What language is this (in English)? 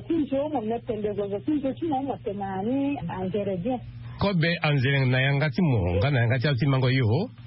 Sango